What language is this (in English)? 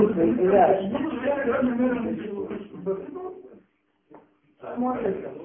Bulgarian